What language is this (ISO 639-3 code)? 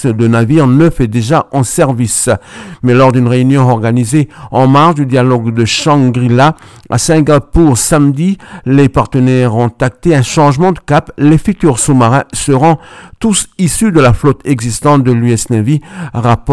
fra